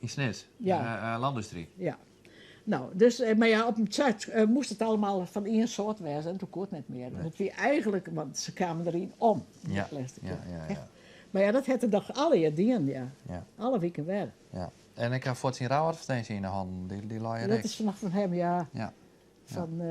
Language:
Western Frisian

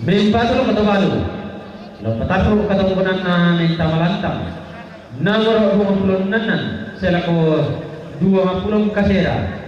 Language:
Toraja-Sa'dan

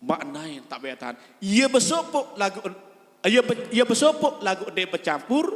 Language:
Sasak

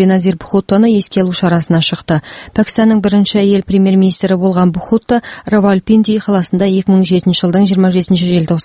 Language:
Kyrgyz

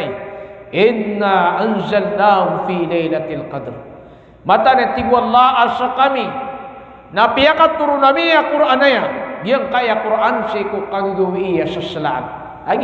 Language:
Maranao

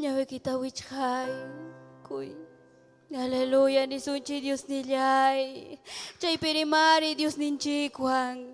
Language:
Ayacucho Quechua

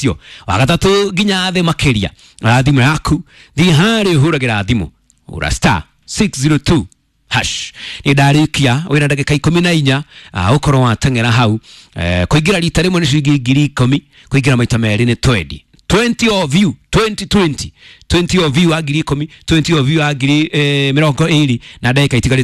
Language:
Kikuyu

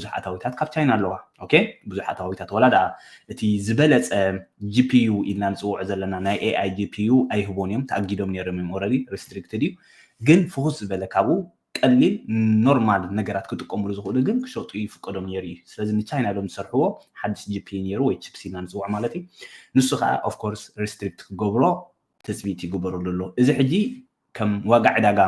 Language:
Tigrinya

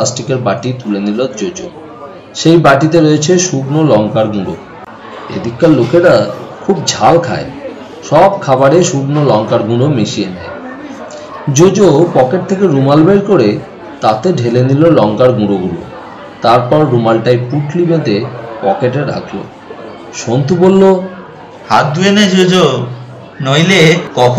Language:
Bangla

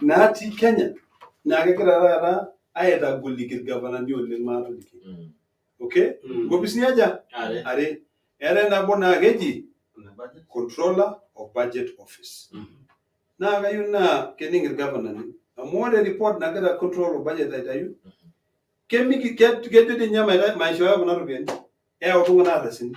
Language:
Masai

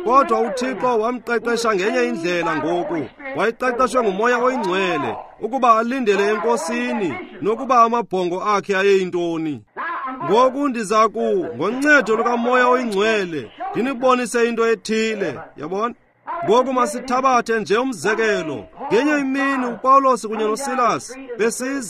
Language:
Xhosa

